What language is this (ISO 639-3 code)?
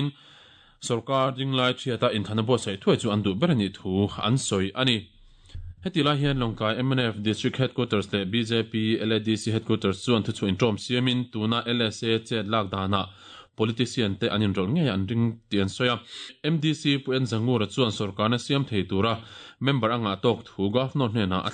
lus